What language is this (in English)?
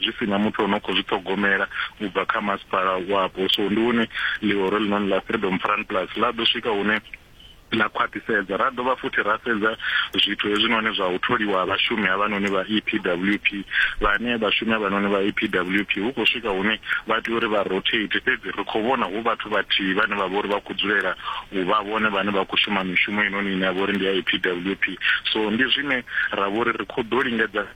Venda